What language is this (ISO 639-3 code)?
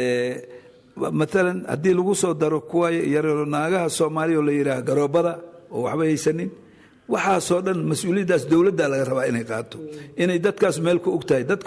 som